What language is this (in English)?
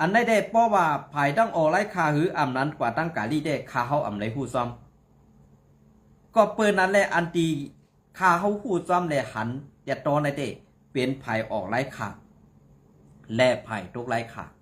Shan